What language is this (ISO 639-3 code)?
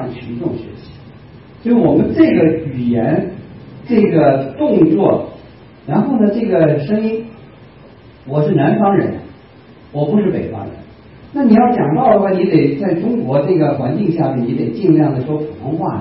zho